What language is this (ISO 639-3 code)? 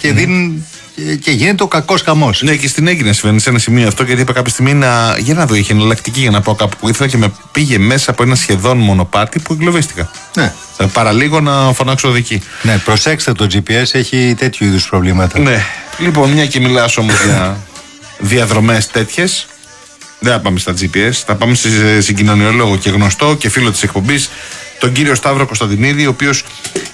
ell